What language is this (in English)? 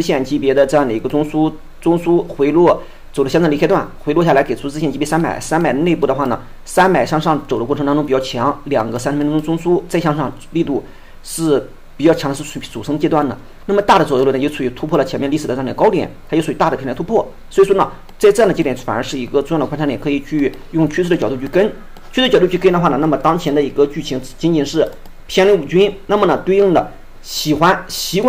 Chinese